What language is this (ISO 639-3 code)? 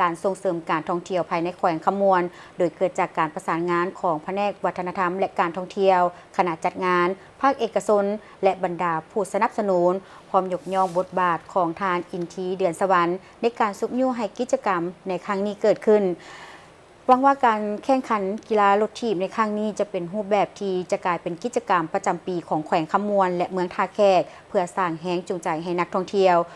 lao